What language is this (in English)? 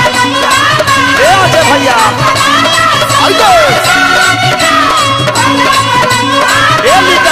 Bhojpuri